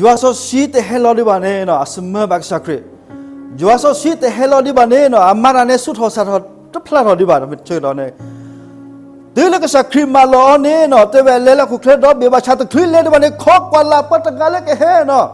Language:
S'gaw Karen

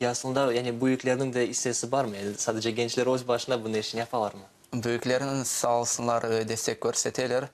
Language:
Crimean Tatar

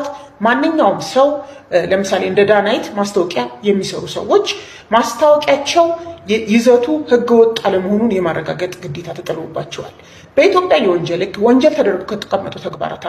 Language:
Amharic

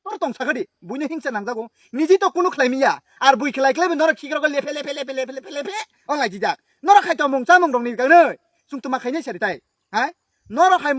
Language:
Kok Borok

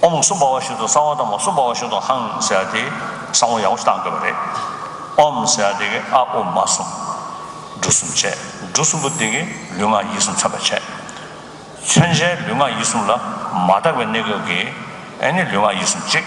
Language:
Tibetan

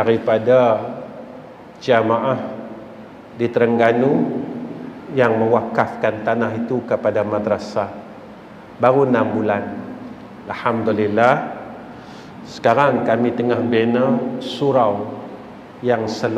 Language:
Malay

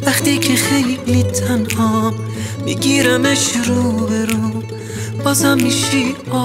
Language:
Persian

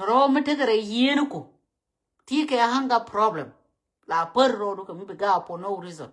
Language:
Nuer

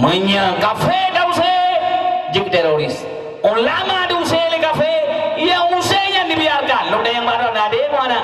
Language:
Achinese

